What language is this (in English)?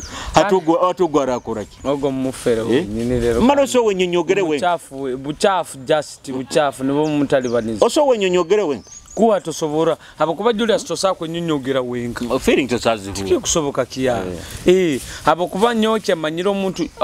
Nyoro